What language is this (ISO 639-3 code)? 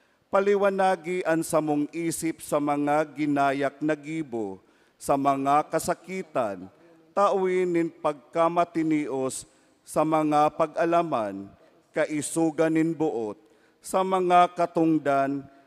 bik